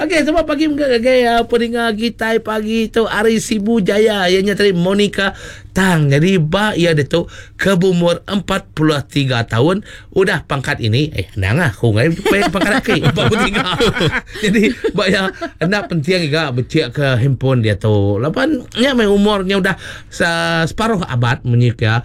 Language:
Iban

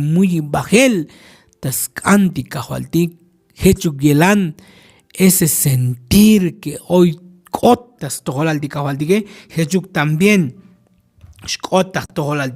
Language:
Tzotzil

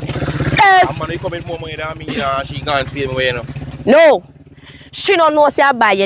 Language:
Jamaican Creole English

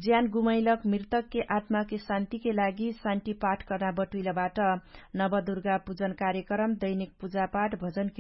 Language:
Dangaura Tharu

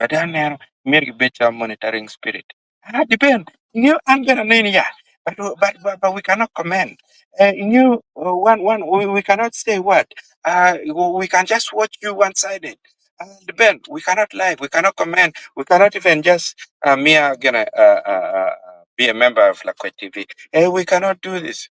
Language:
Acoli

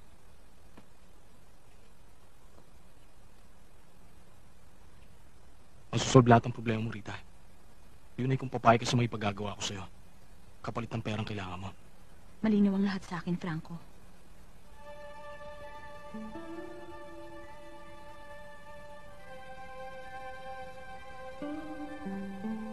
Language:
Filipino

